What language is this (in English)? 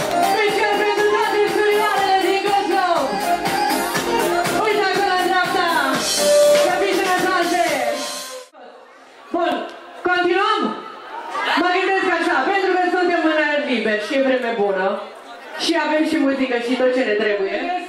Romanian